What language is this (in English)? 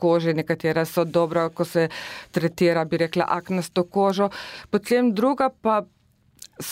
Slovenian